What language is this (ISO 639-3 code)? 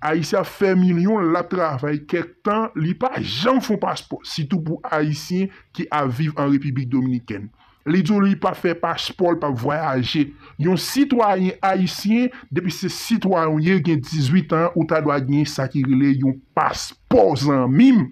hat